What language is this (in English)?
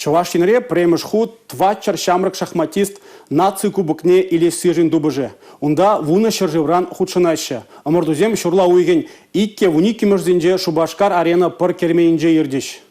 Chuvash